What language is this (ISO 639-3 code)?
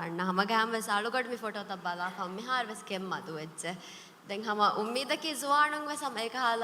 div